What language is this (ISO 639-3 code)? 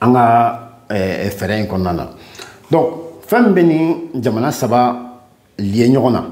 bam